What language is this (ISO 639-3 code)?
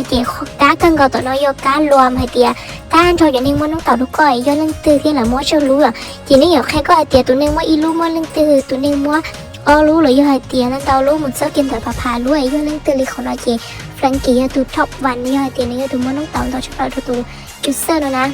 hmn